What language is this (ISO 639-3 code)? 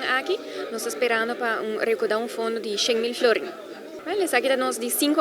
pap